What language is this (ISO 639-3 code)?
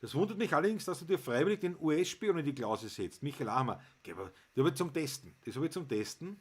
bar